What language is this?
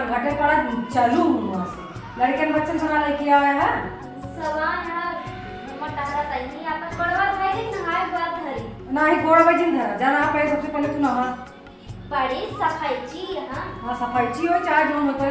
Awadhi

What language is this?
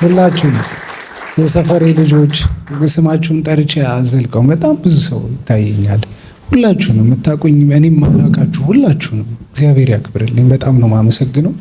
Amharic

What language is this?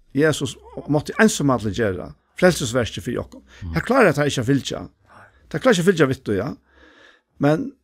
Faroese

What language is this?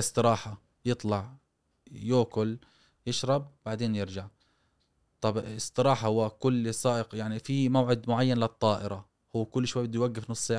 Gulf Arabic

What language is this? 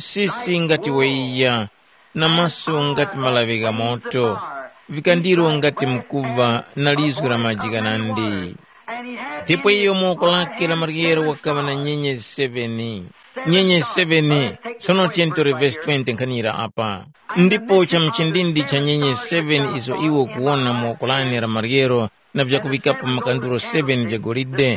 Tumbuka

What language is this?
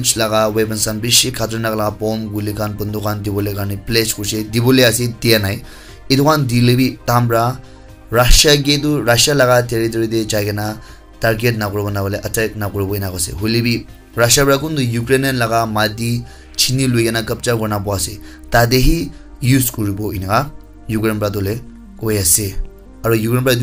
Naga Pidgin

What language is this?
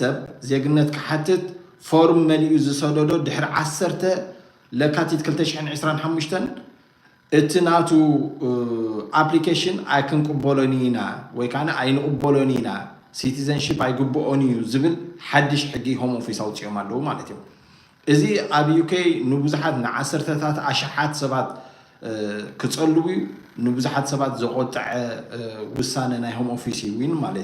Tigrinya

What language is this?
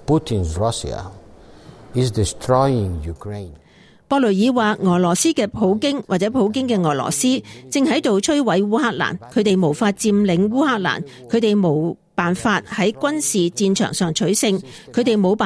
Cantonese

